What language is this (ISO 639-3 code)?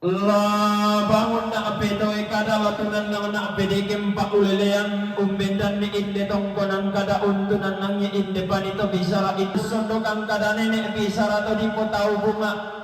sda